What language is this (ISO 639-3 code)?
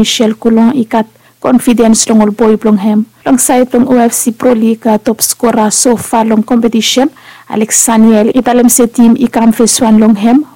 bis